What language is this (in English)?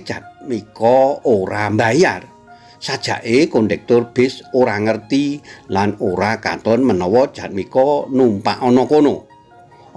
Javanese